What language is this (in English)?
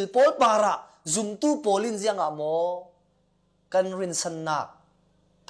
Falam Chin